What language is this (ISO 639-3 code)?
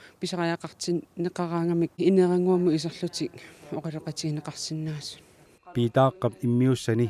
kal